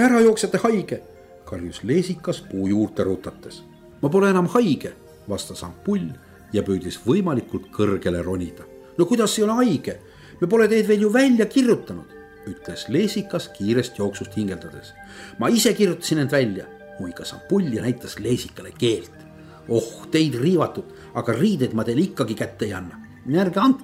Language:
Estonian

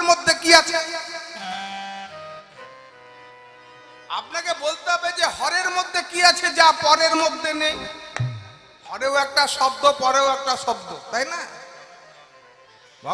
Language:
Bangla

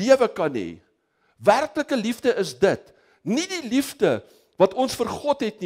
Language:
Afrikaans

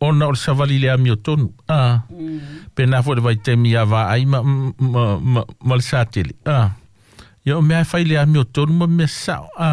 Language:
Samoan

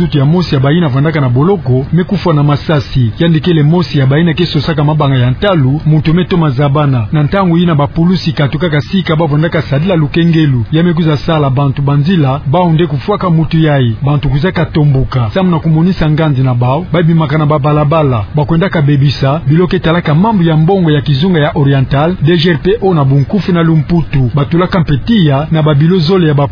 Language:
Kituba (Democratic Republic of Congo)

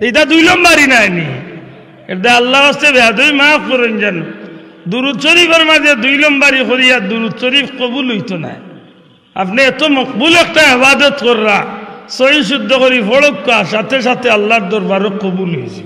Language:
Sylheti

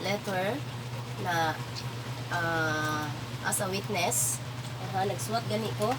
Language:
Cebuano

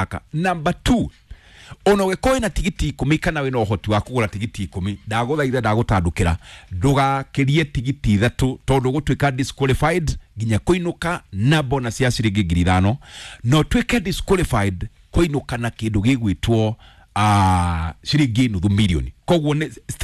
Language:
Kikuyu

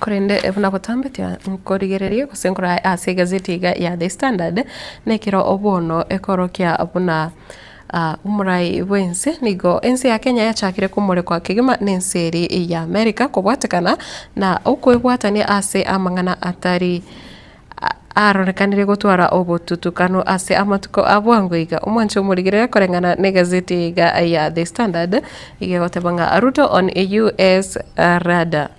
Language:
Gusii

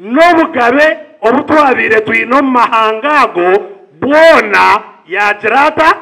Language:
Nyankole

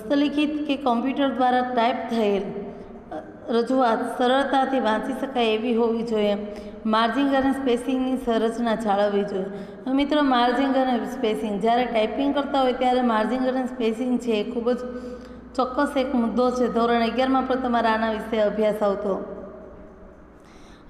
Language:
Gujarati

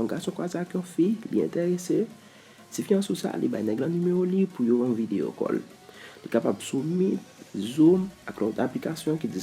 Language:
Haitian Creole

